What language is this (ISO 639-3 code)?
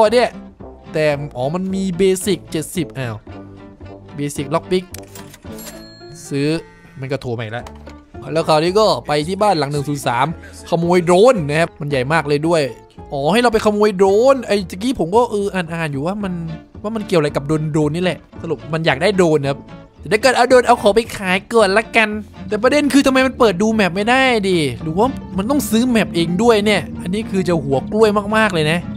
tha